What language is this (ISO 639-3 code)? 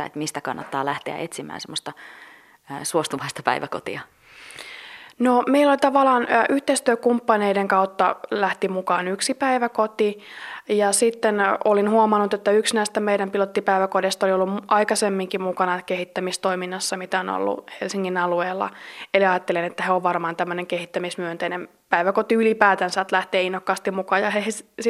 fin